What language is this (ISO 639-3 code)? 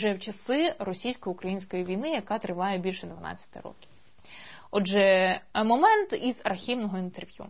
ukr